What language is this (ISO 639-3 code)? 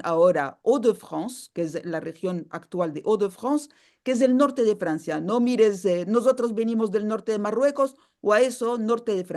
lad